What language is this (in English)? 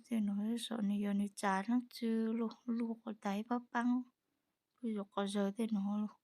Hmong